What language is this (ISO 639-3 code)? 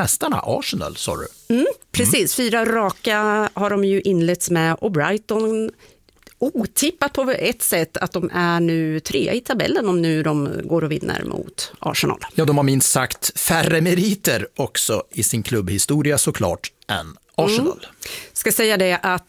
swe